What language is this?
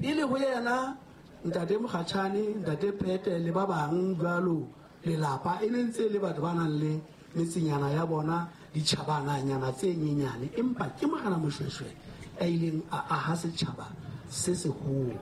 Southern Sotho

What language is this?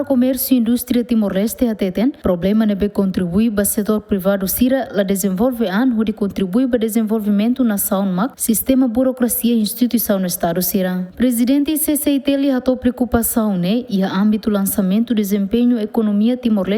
Tetum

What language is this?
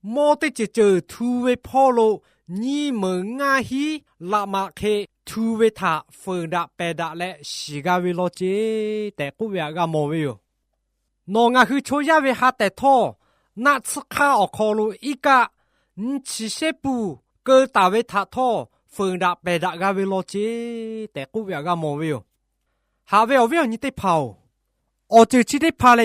Lahu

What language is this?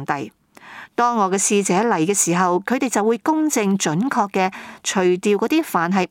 Cantonese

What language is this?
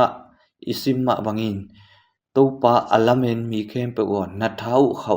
Tedim Chin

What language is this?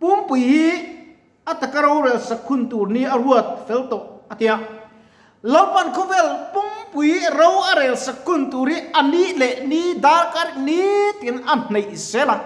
Mizo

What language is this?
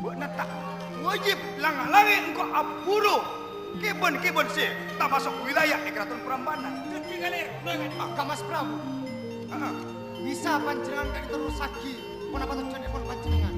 Madurese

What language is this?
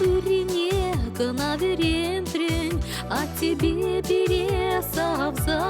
Chuvash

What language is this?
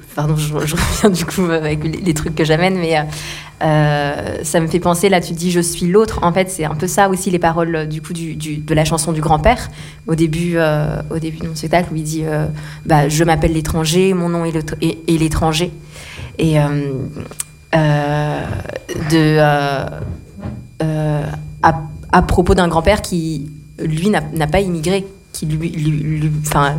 French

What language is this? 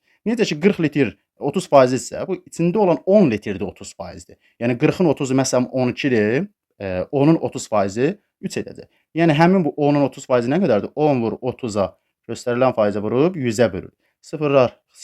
Azerbaijani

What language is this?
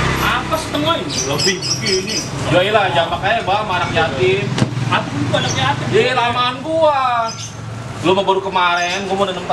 Betawi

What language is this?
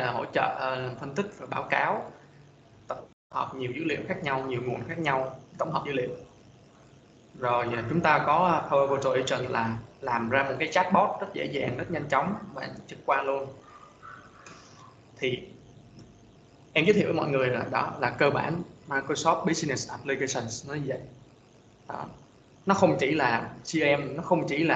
Vietnamese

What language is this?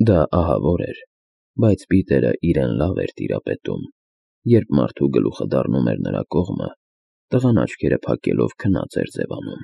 Armenian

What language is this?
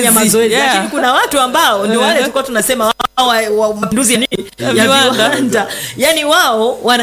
Swahili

